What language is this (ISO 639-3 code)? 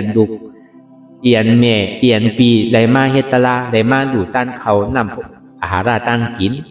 shn